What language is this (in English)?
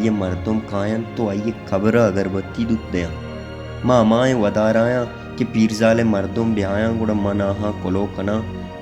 Baluchi